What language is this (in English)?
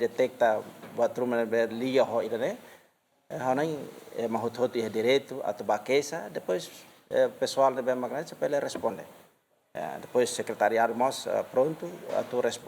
Tetum